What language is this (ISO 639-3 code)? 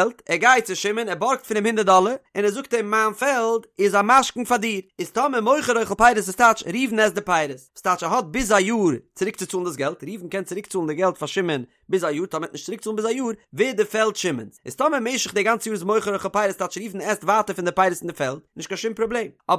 yid